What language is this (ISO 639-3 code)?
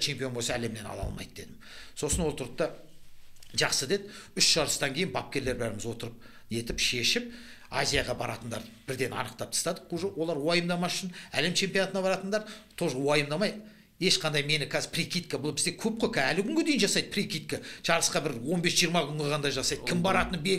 kaz